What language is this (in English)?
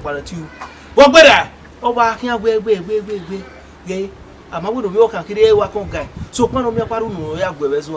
Bini